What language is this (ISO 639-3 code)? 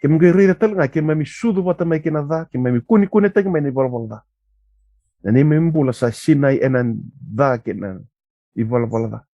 fij